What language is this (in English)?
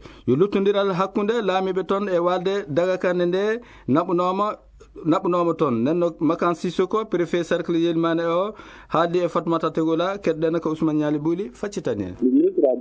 Fula